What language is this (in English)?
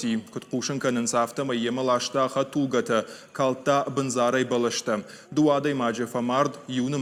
Ossetic